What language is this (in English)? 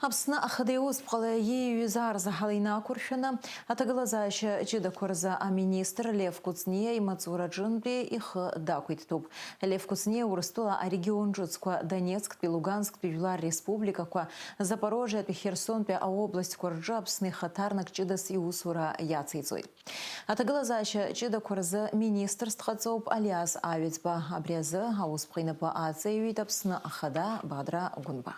Abkhazian